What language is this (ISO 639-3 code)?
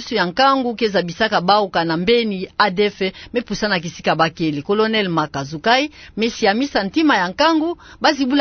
ktu